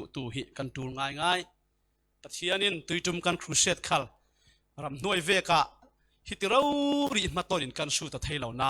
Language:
Falam Chin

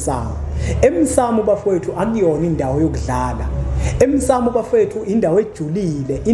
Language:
Zulu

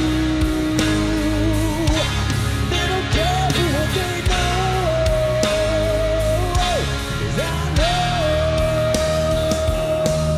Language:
English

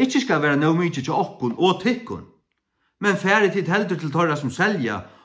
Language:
Faroese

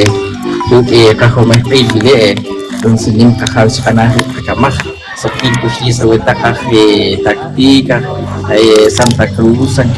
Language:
Poqomchi'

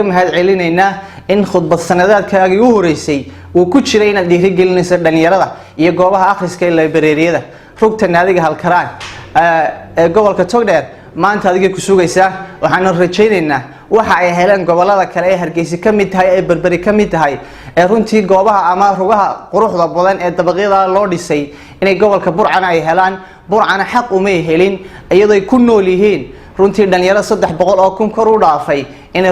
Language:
Somali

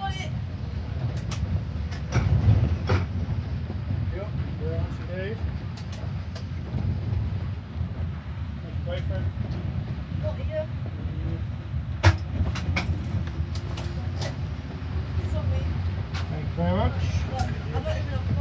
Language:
English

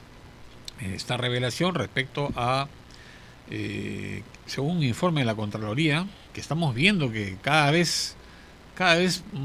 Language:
Spanish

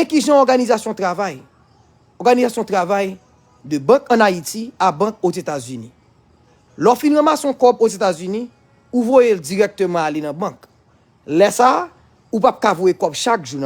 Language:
Haitian Creole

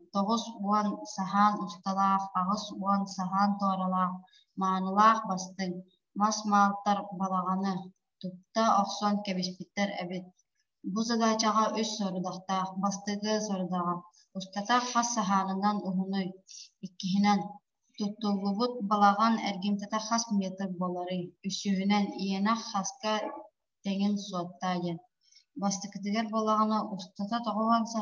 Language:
Yakut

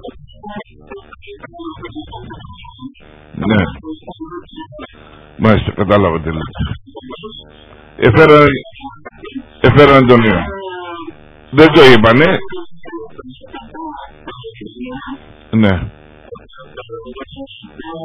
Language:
Greek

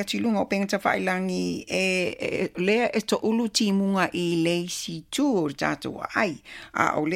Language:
Samoan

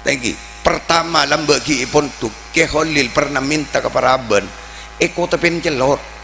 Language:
Madurese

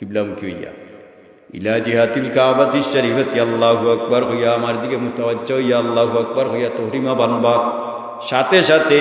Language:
Sylheti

